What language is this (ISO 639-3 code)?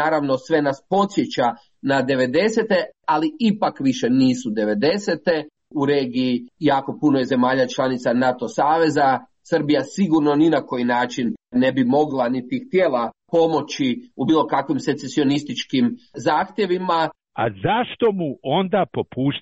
hrv